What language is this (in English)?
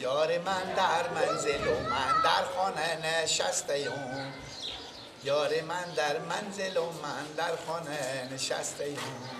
Persian